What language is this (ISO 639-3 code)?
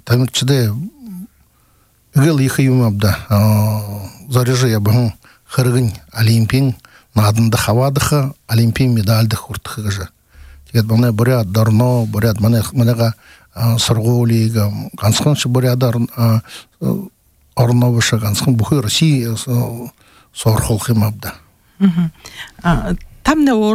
bua